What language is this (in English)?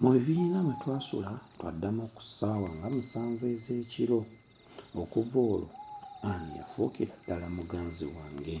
Ganda